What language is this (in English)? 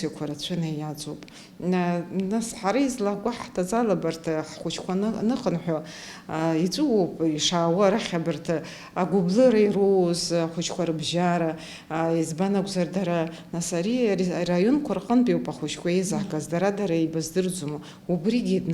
Abkhazian